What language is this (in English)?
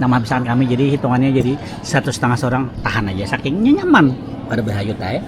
Banjar